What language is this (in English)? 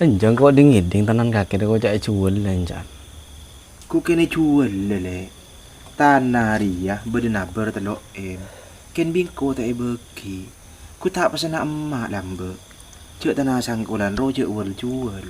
Madurese